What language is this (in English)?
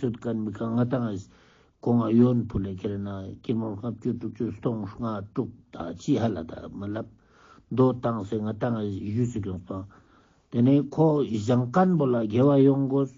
Ladakhi